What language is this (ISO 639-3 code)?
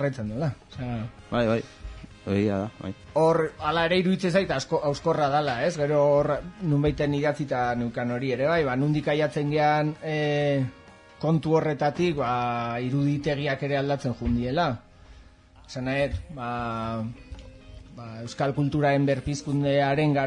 eus